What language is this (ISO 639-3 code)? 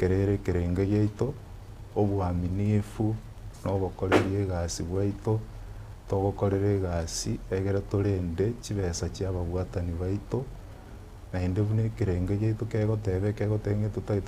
guz